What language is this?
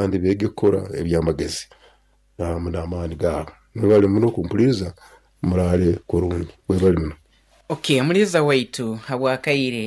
Nyankole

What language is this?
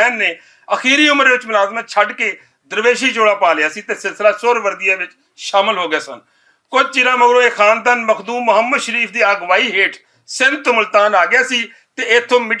Western Panjabi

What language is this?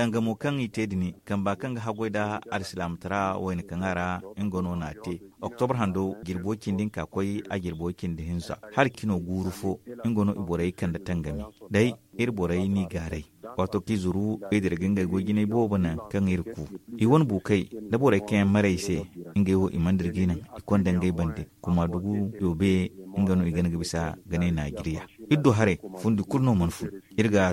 Zarma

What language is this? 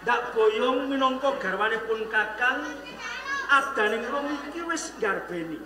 Javanese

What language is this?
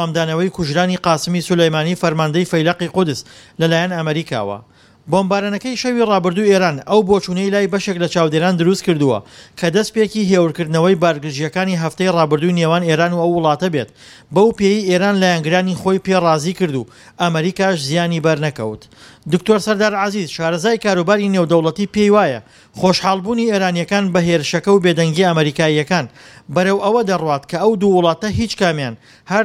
Central Kurdish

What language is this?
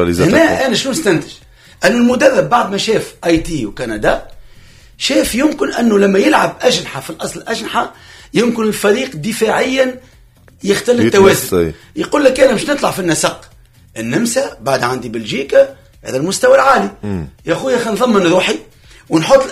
Tunisian Arabic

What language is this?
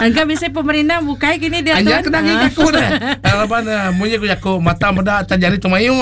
Iban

